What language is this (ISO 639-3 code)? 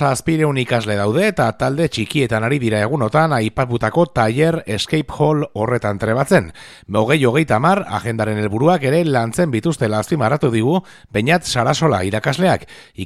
eus